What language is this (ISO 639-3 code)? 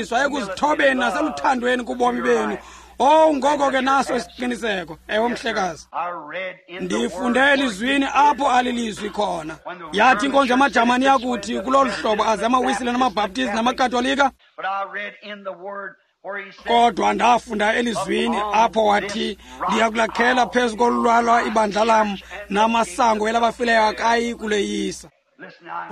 xho